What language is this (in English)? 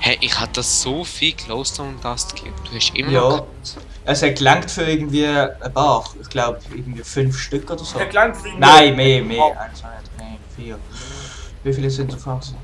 Swiss German